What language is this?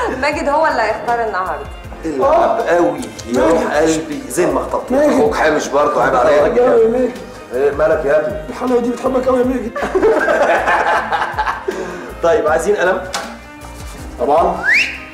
Egyptian Arabic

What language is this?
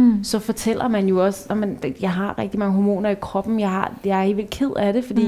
Danish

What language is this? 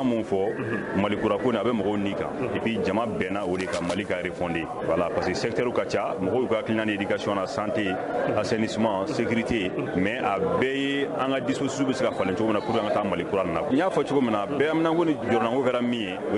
Bambara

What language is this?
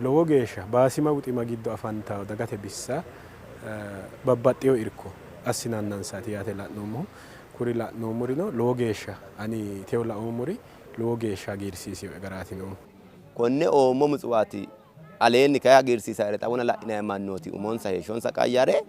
Sidamo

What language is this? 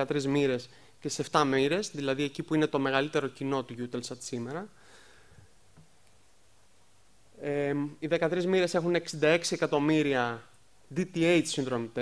Greek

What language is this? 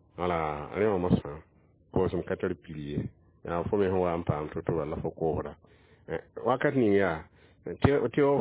Mossi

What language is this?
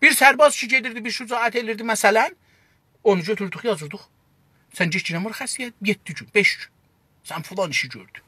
South Azerbaijani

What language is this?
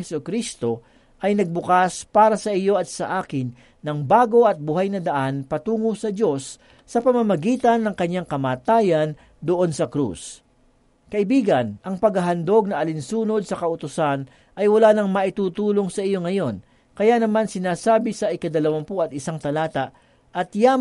Filipino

